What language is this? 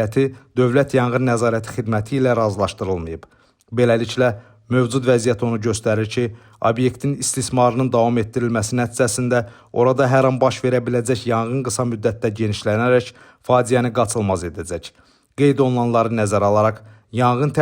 Azerbaijani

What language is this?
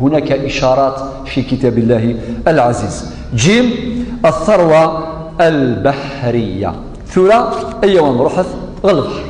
Kabyle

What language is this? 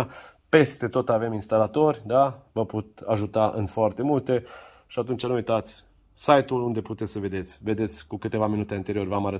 Romanian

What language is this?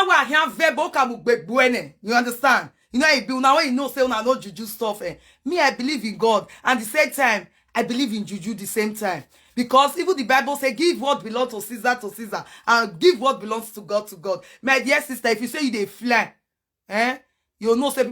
Nigerian Pidgin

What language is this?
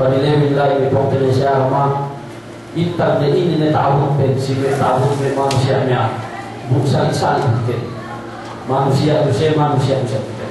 Yakan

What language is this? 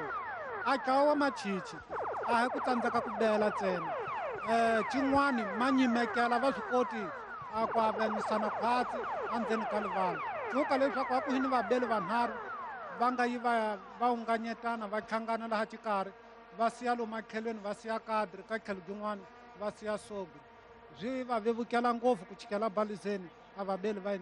Tsonga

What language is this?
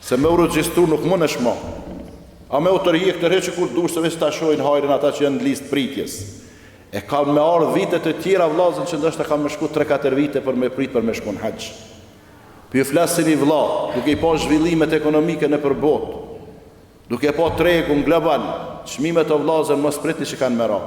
Albanian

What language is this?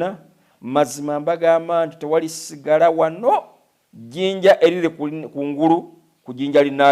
Ganda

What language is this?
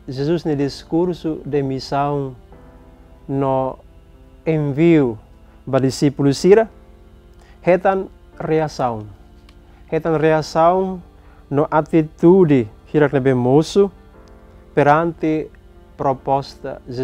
Tetum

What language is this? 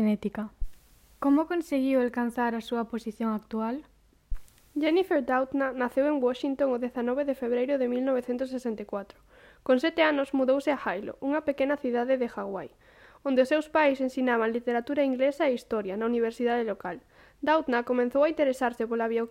Galician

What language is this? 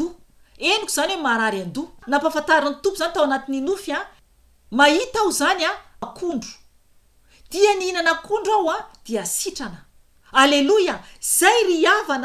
Malagasy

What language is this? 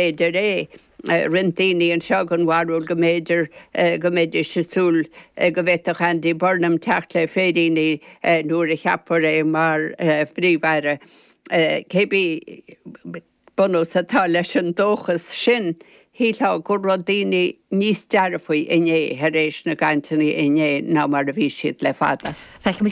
Irish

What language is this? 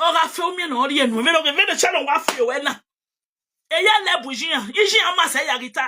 Nigerian Pidgin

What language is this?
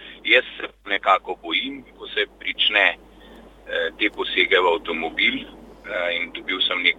Slovenian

